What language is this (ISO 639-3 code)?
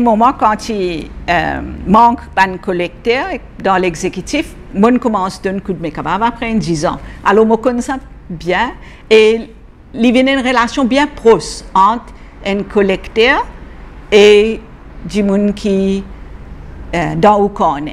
mfe